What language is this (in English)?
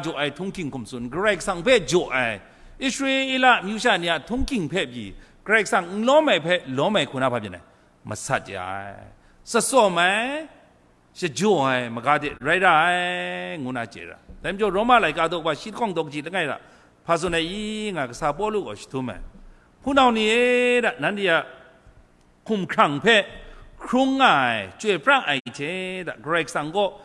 Kachin